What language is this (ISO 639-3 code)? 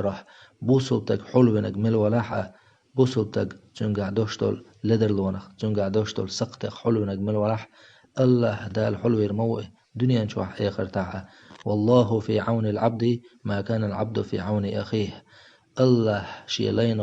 che